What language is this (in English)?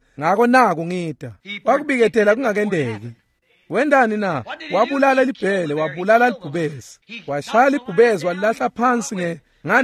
Swati